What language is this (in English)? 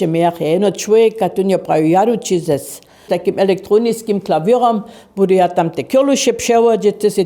Upper Sorbian